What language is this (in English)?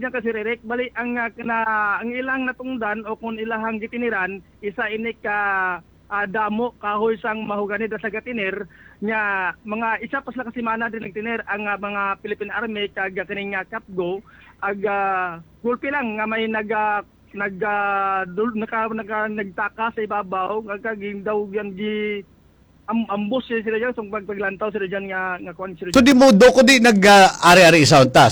Hiligaynon